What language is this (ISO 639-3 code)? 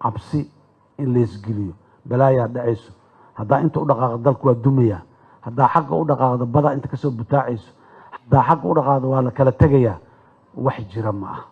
som